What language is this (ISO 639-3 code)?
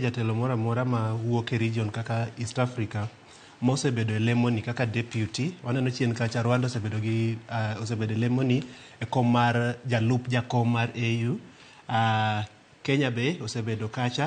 luo